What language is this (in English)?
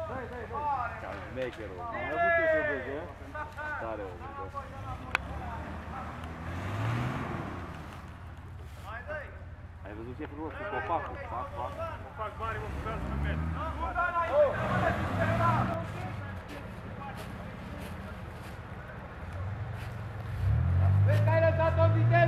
Romanian